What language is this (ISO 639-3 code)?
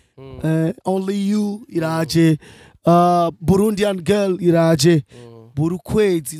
run